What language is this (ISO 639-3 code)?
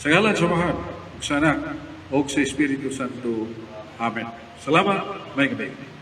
ceb